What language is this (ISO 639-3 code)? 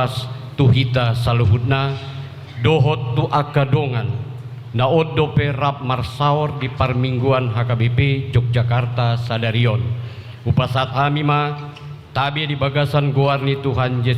bbc